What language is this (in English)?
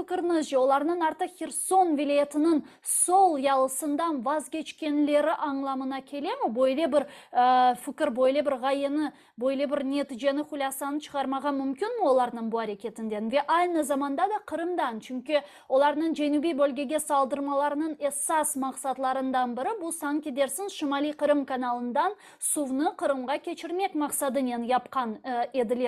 Crimean Tatar